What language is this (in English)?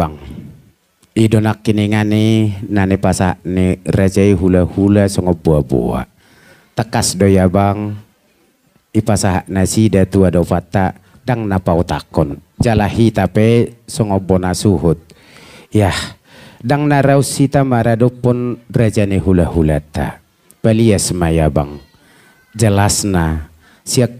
Batak Toba